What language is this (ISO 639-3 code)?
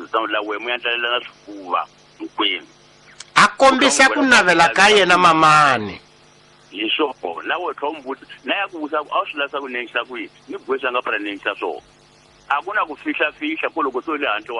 tso